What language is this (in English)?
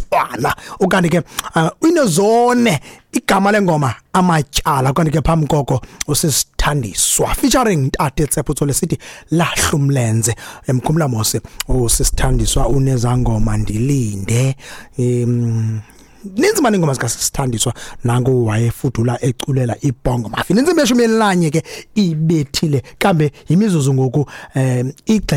Xhosa